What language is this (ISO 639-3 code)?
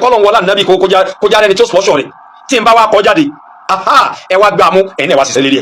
yor